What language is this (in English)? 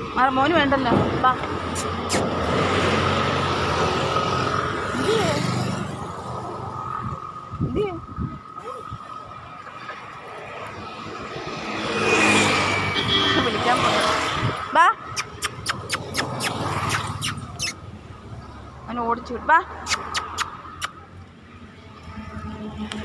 Malayalam